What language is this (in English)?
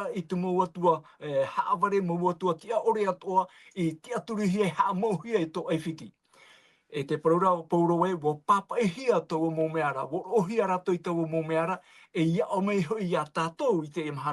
Tahitian